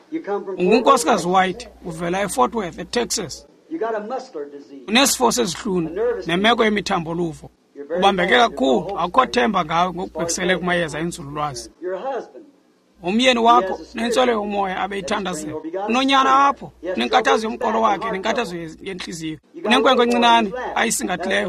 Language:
Xhosa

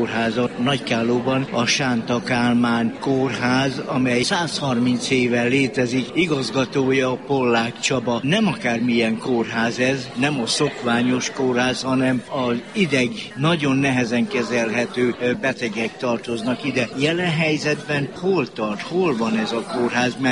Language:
Hungarian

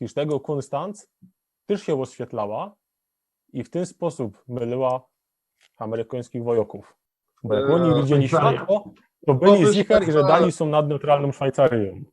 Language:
Silesian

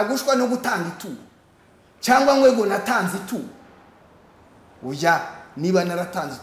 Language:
Kinyarwanda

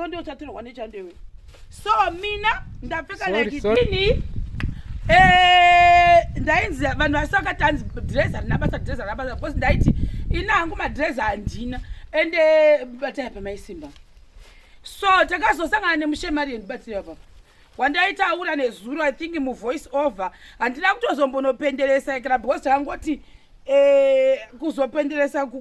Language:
Shona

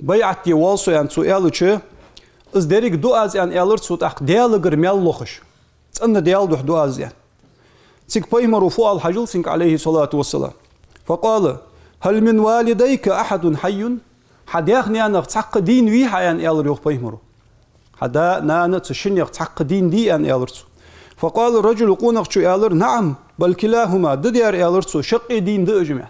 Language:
Ingush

